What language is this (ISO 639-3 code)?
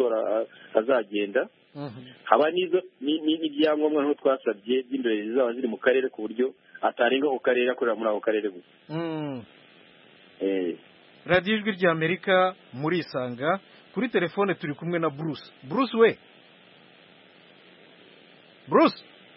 kin